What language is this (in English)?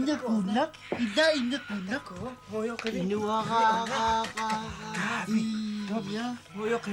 Kalaallisut